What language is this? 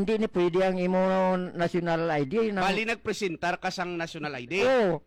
Hiligaynon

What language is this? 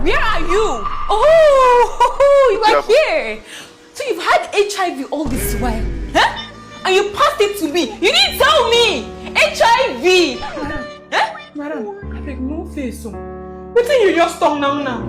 Nigerian Pidgin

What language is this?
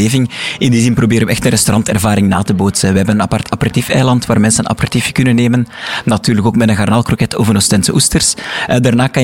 Dutch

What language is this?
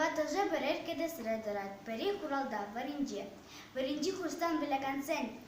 Chuvash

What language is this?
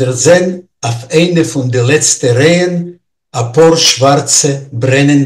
Yiddish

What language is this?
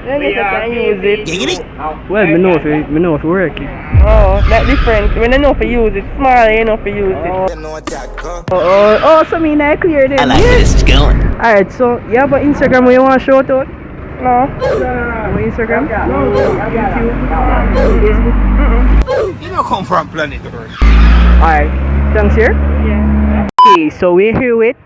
Jamaican Creole English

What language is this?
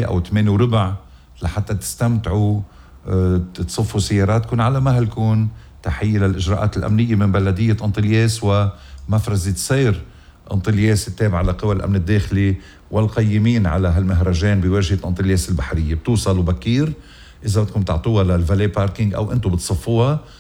North Levantine Arabic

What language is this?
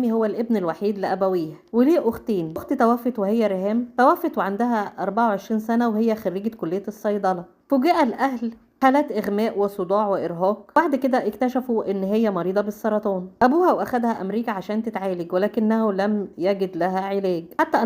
Egyptian Arabic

